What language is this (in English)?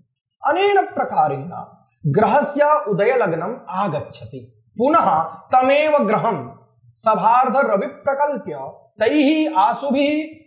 Sanskrit